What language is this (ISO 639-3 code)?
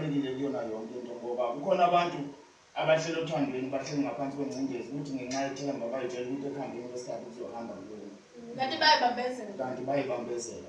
zul